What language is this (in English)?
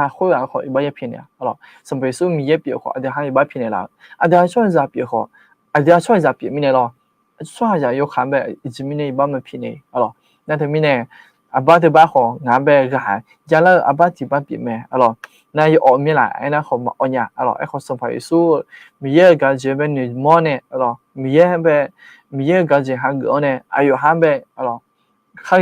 Akha